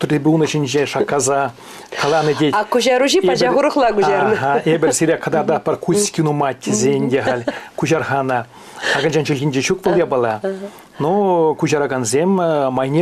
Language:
Chuvash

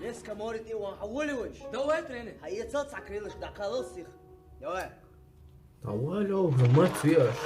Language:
Chechen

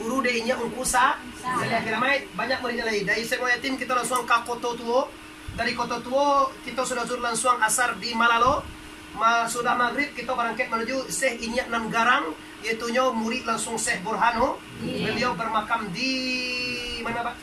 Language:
Minangkabau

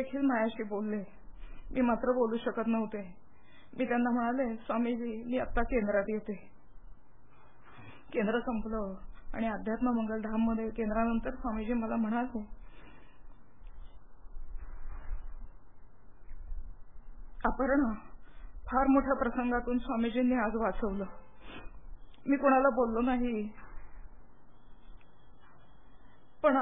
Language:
Marathi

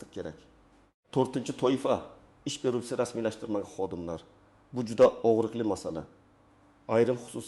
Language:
Uzbek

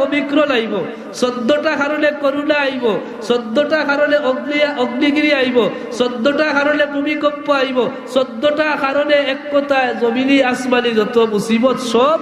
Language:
Sylheti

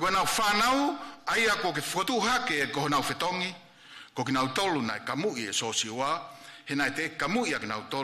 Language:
Tongan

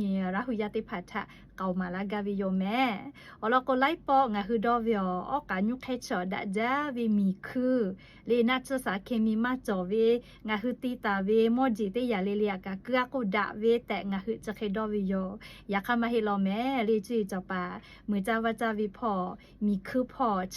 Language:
Lahu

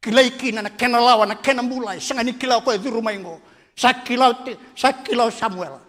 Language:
Fijian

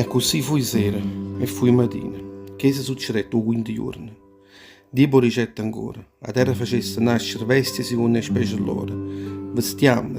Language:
Neapolitan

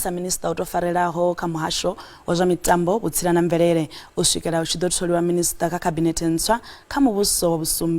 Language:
Venda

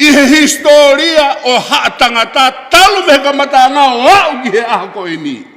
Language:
Tongan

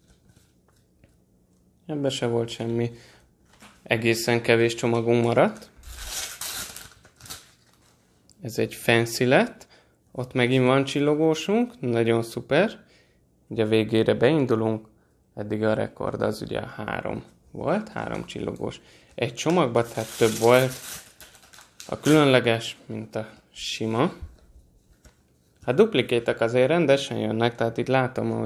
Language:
Hungarian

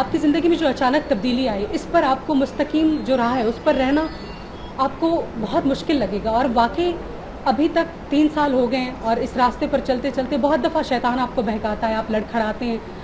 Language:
Urdu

